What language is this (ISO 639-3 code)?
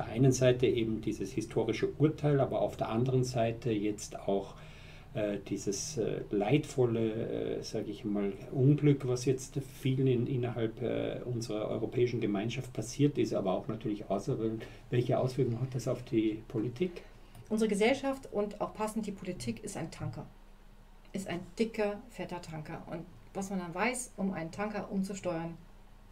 deu